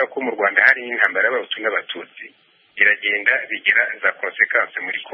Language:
Kinyarwanda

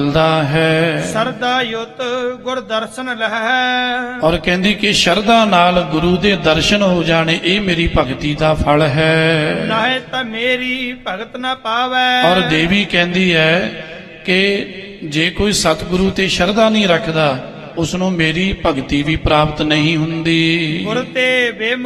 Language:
Punjabi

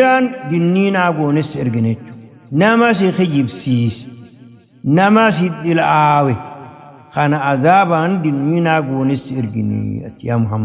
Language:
Oromo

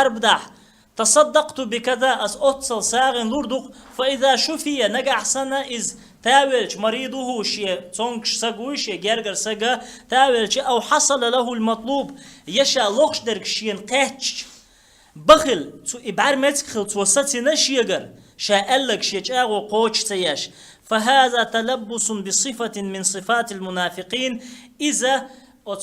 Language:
Chechen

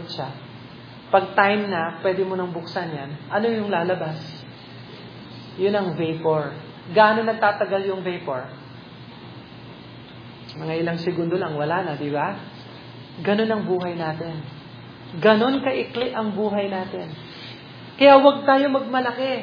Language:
Filipino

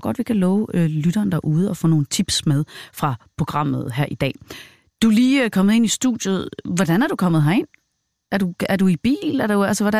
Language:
Danish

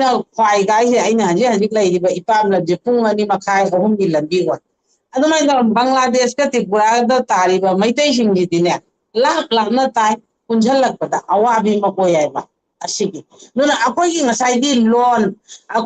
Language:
Manipuri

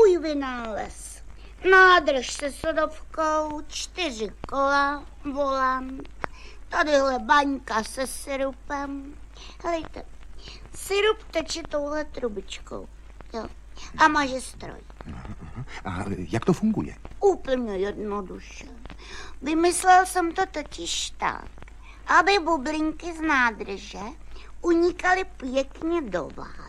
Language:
Czech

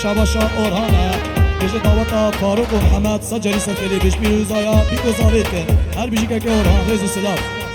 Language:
Kurdish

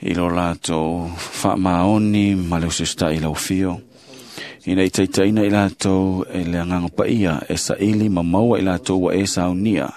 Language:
Samoan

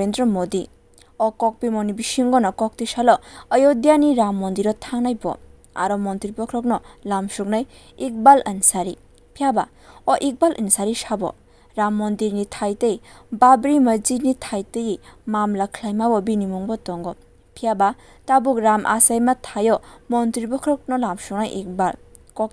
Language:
Kok Borok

